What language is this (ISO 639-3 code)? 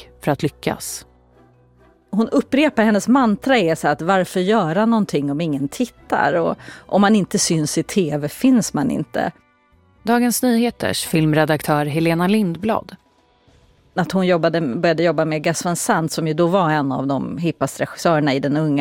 swe